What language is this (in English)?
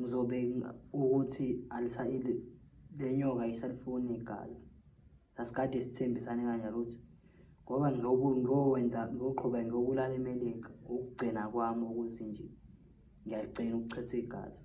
Zulu